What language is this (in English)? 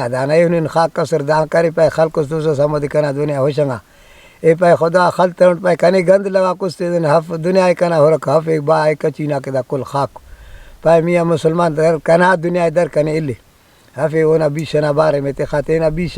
Brahui